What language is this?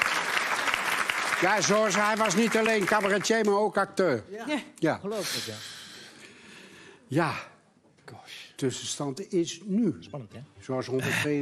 Dutch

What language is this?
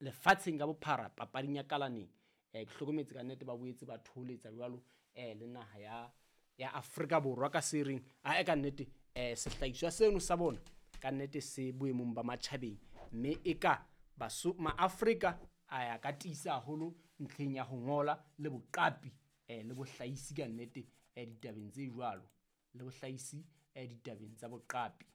Southern Sotho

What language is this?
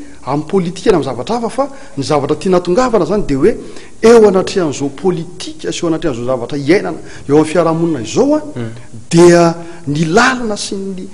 Malagasy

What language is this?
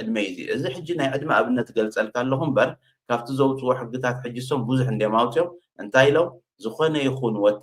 Tigrinya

